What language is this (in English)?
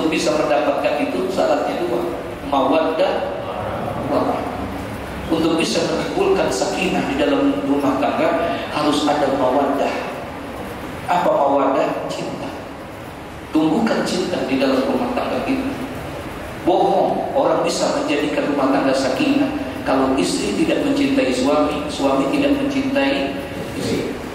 Indonesian